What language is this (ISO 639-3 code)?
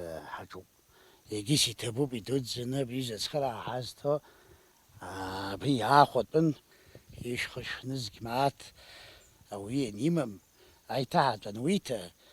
abk